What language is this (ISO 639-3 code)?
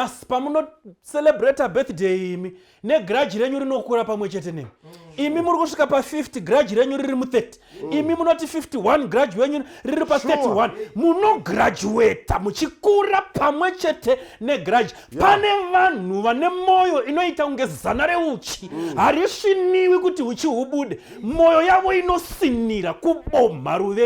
sna